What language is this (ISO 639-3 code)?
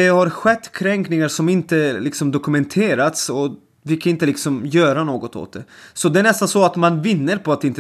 swe